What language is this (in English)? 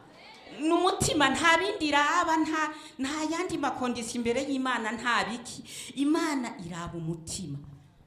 Rundi